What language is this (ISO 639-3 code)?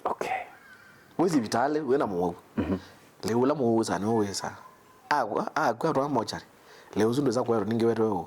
kam